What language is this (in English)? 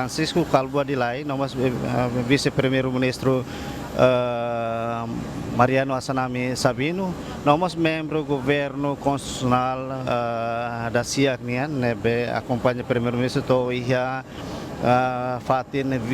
Tetum